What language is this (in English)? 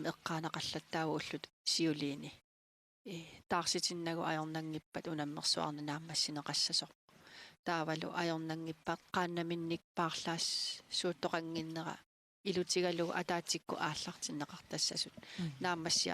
Kalaallisut